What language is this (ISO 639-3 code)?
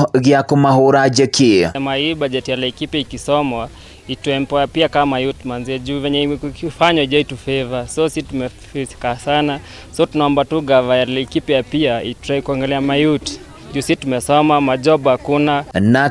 kik